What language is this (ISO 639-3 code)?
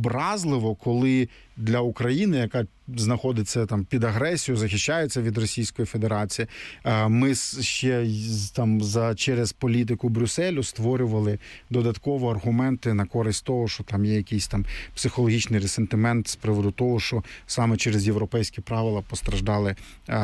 ukr